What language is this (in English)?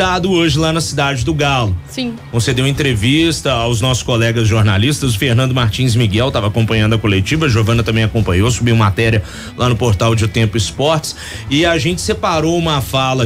Portuguese